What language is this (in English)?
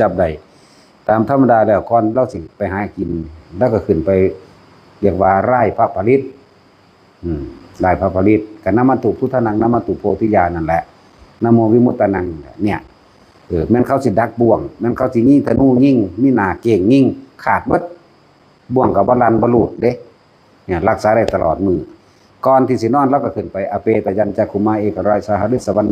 Northeastern Thai